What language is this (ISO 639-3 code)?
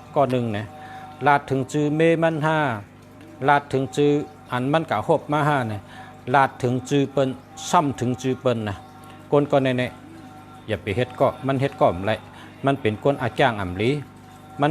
shn